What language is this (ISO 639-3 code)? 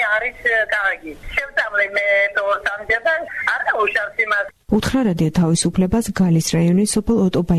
kat